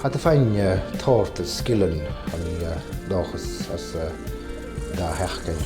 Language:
Scottish Gaelic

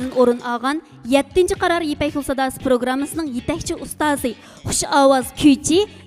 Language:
Uyghur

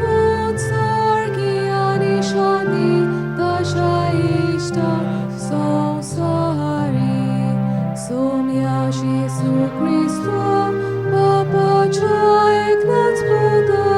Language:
Konkani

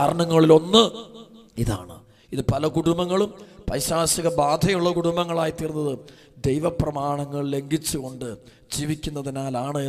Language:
Malayalam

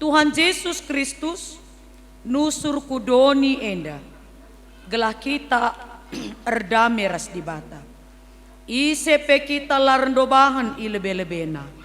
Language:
Batak Karo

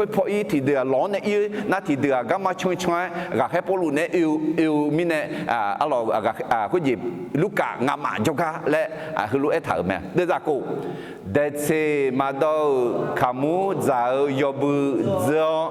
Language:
Akha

